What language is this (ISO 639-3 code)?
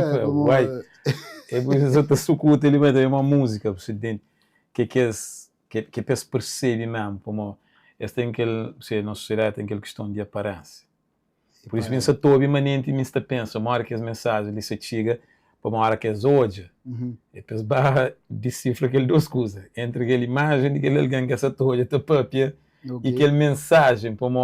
kea